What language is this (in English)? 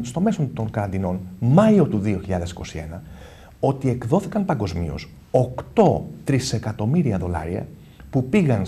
Greek